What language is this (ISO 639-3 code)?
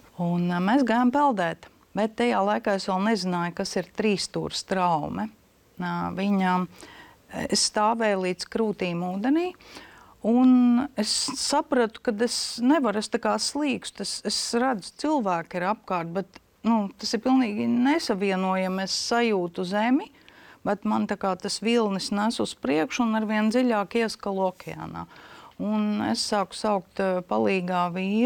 lav